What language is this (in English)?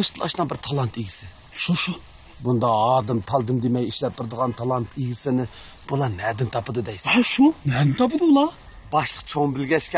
Uyghur